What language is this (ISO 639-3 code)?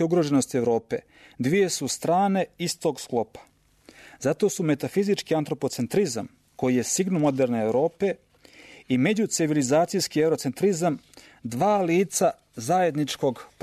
srp